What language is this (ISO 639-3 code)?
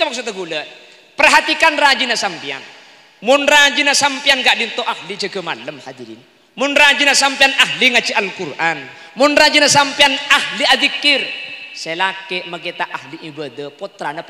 mad